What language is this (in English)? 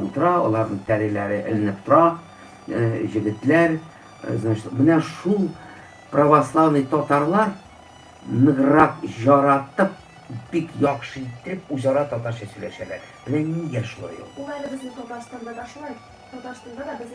Tatar